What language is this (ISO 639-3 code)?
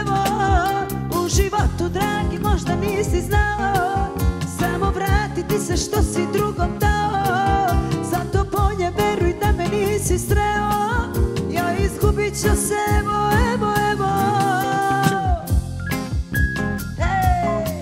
srp